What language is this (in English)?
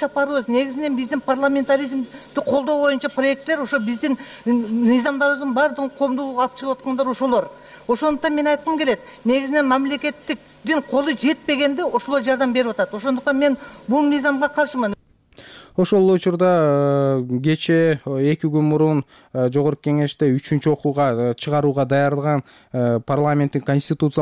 Kyrgyz